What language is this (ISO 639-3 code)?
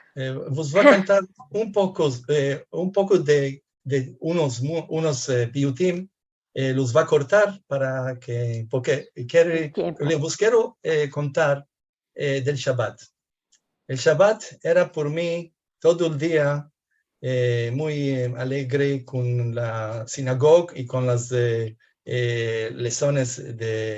lad